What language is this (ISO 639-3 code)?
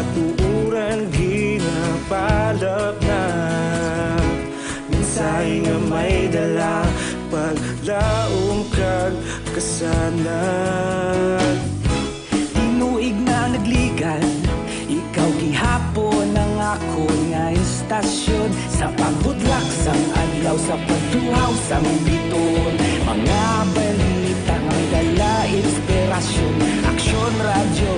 hil